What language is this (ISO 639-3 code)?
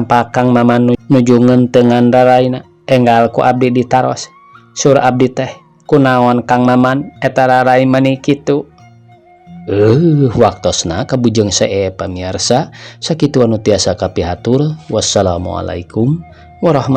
sun